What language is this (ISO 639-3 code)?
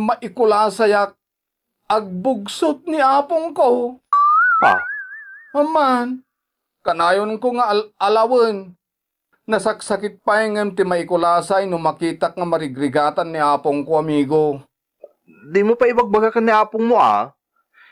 ilo